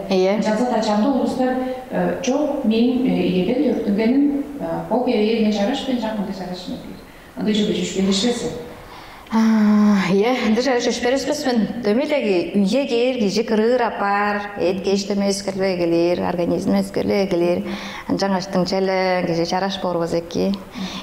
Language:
Tuvinian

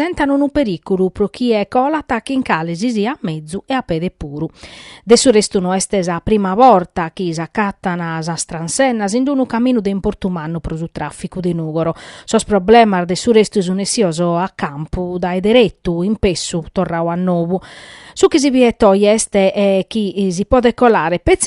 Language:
Sardinian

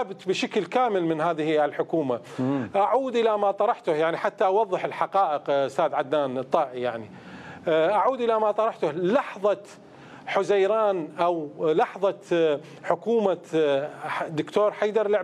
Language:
Mesopotamian Arabic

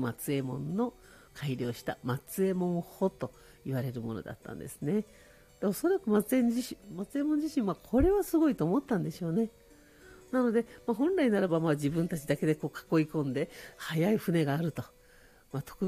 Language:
Japanese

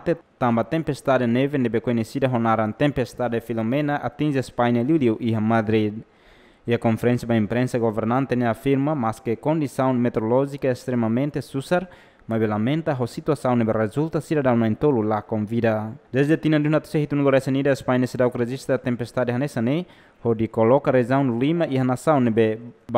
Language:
Tetum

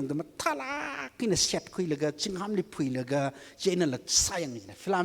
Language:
Tangkhul Naga (India)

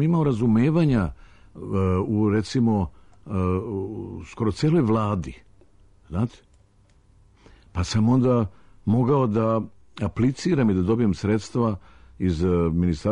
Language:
Serbian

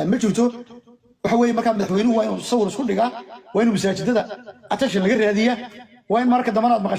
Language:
Somali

